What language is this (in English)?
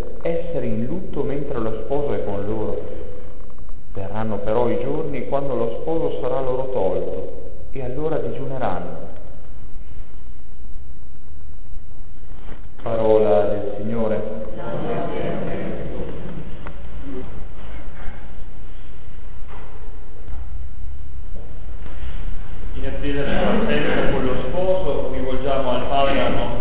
Italian